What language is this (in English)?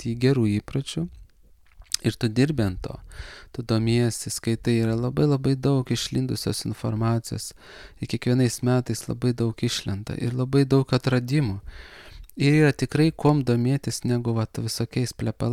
Lithuanian